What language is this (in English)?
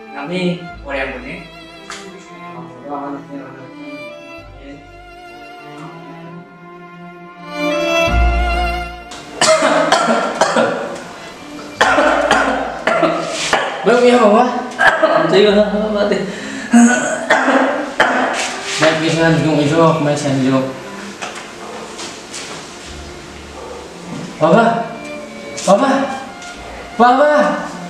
Malay